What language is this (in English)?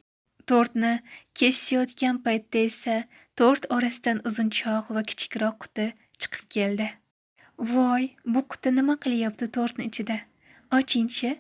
Uzbek